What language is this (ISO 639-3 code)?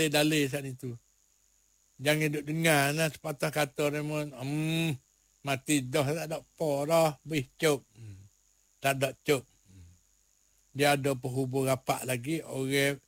msa